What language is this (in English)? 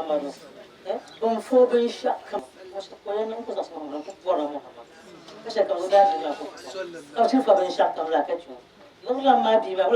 Dagbani